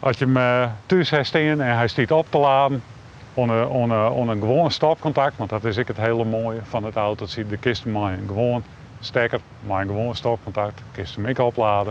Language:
Western Frisian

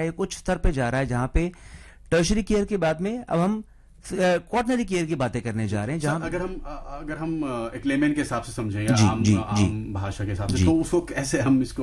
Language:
Hindi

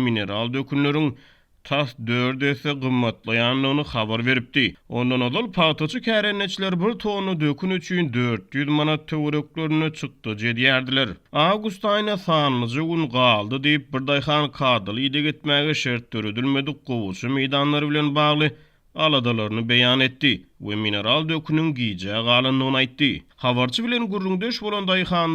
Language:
Turkmen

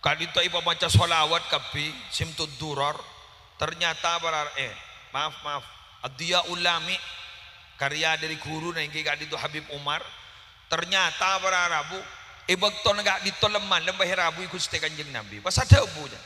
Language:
Madurese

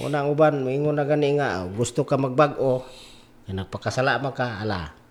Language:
Cebuano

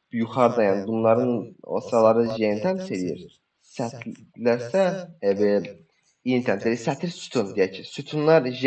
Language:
Azerbaijani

